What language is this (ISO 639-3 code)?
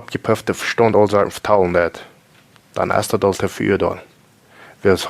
pdt